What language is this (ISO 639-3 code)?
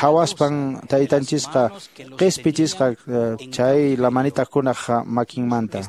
que